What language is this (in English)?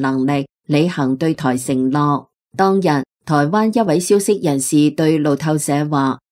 Cantonese